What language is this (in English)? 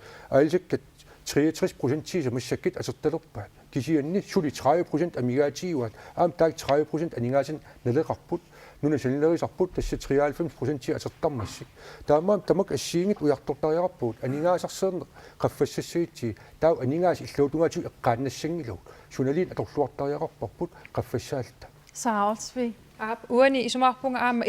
Kalaallisut